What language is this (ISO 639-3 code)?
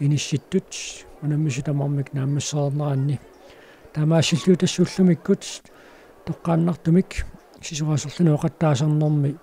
kal